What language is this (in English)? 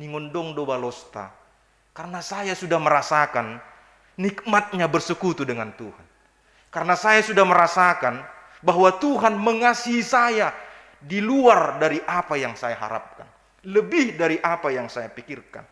Batak Simalungun